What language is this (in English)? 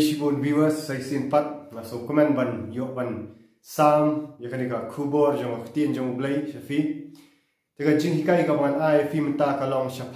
Khasi